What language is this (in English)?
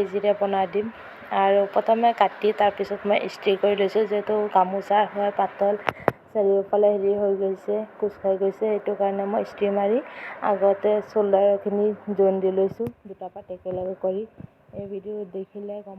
Assamese